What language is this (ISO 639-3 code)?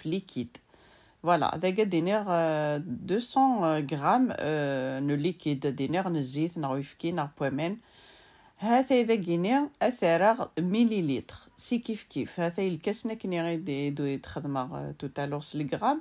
kab